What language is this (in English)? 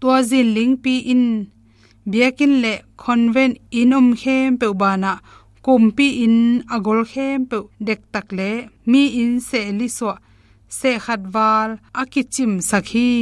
Tedim Chin